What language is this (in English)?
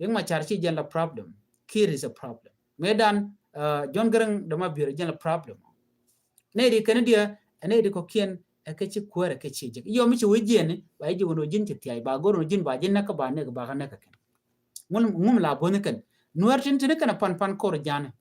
Nuer